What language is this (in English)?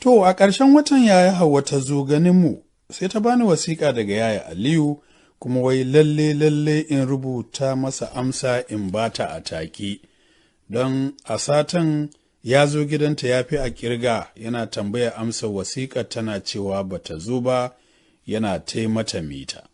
Hausa